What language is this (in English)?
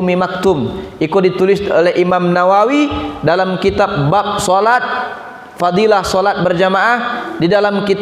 Minangkabau